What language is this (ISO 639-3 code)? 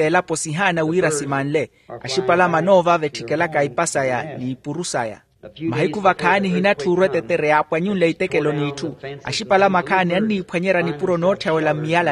vmw